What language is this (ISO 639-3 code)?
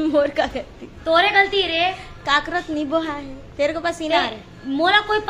hne